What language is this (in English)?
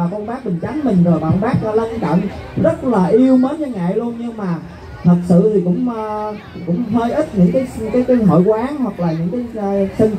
Vietnamese